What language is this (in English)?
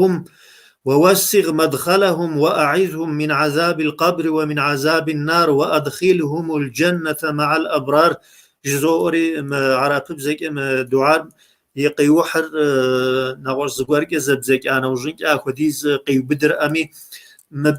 Kabardian